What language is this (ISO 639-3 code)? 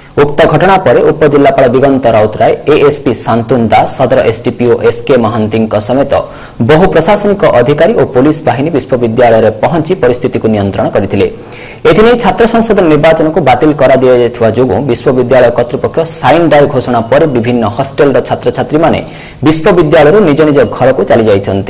ori